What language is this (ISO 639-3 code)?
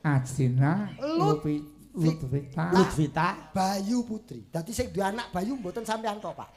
jav